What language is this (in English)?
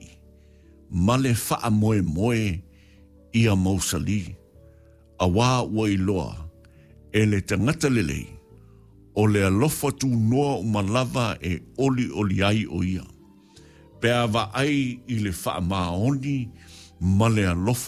Samoan